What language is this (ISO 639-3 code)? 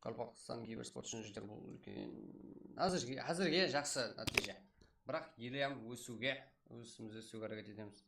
kaa